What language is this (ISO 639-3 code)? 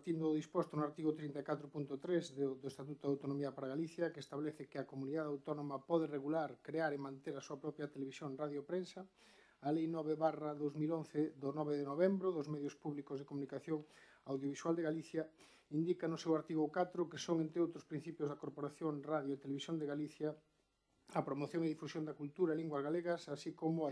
glg